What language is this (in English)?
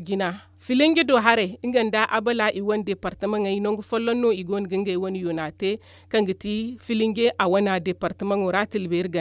Zarma